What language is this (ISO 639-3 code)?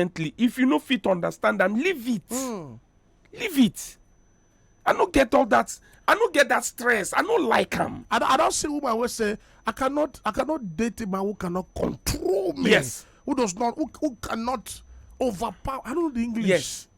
pcm